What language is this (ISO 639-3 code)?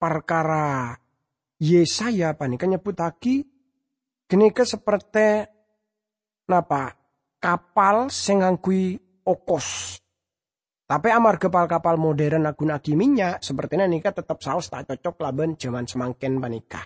mad